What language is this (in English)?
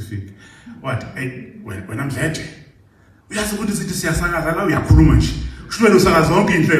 Zulu